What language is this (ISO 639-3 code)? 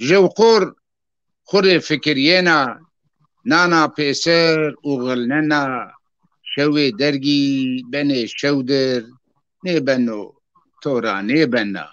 zza